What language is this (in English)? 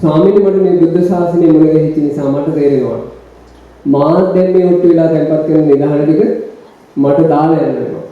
Sinhala